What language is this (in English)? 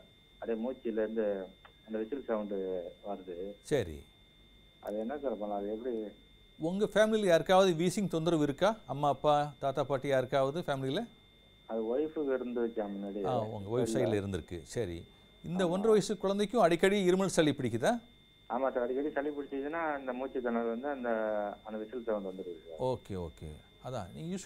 Tamil